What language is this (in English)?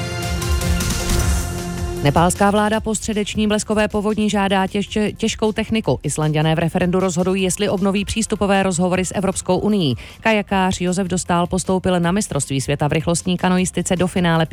Czech